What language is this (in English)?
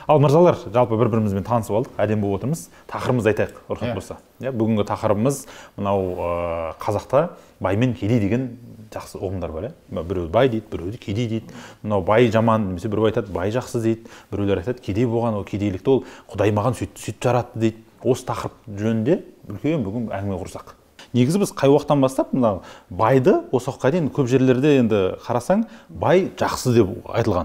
Kazakh